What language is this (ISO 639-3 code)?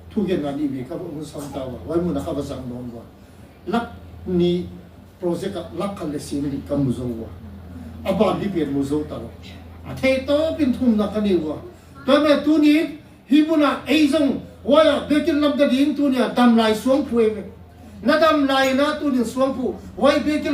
ctd